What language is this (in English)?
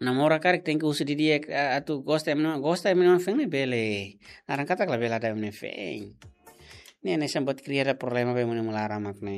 Tetum